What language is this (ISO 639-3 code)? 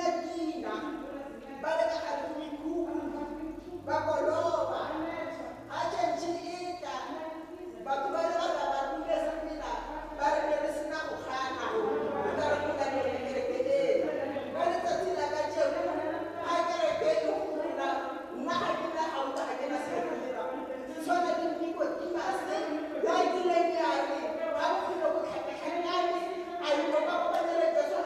tsn